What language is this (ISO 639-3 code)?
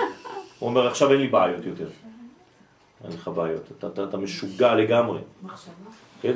heb